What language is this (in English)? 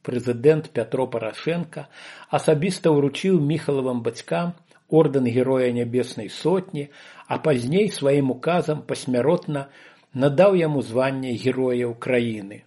Belarusian